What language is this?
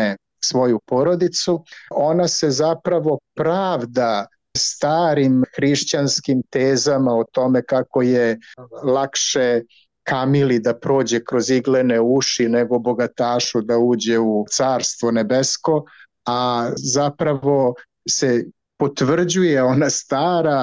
Serbian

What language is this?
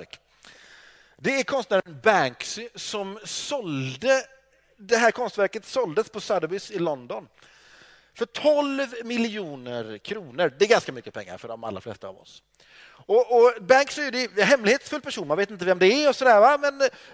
Swedish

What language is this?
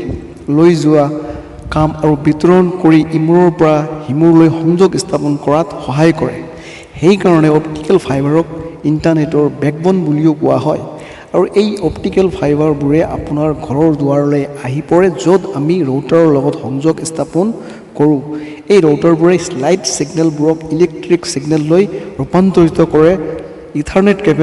Assamese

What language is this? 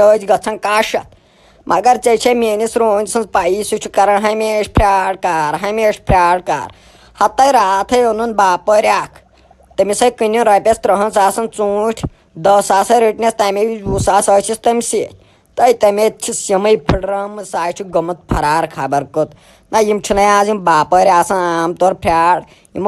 Kashmiri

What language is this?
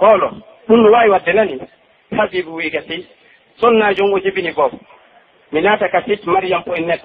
Pular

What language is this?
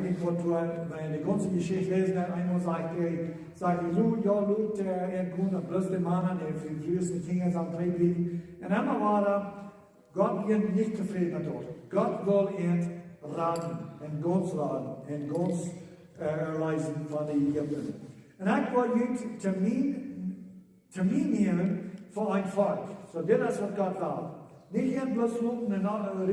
Plautdietsch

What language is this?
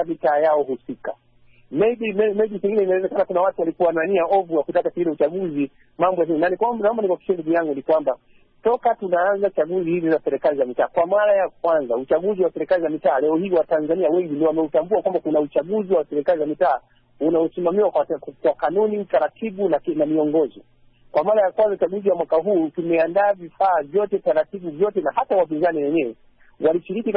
Swahili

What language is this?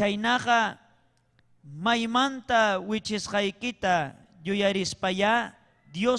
Ayacucho Quechua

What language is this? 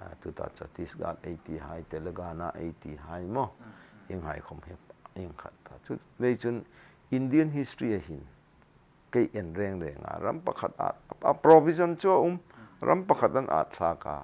Hmar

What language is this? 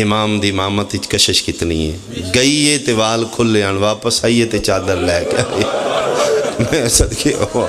Pahari-Potwari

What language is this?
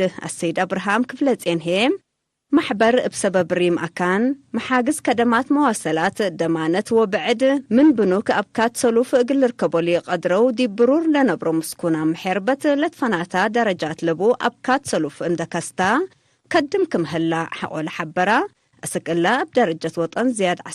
Tigre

